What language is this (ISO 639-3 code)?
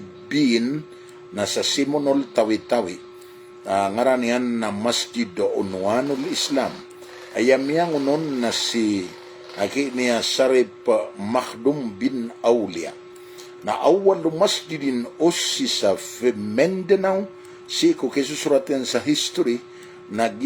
mrw